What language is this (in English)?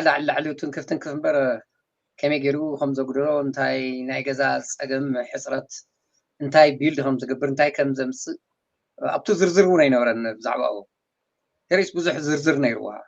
Tigrinya